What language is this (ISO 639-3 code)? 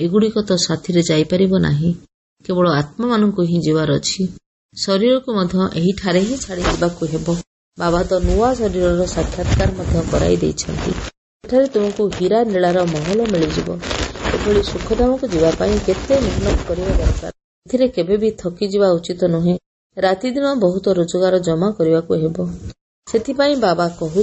ori